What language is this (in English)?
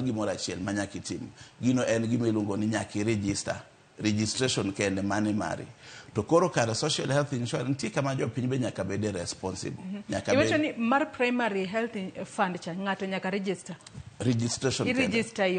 Luo (Kenya and Tanzania)